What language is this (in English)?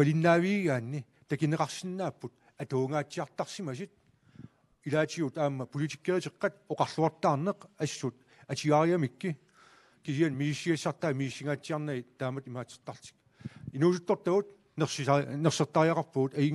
Kalaallisut